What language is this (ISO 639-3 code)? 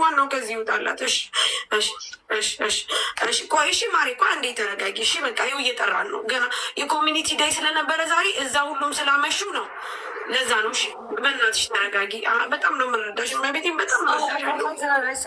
amh